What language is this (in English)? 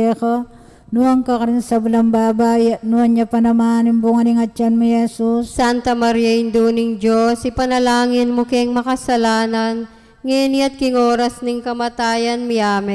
Pampanga